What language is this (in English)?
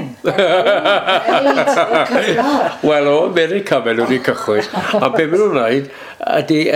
Welsh